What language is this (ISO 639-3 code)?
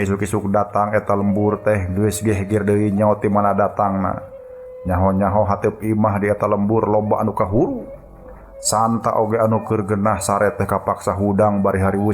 sun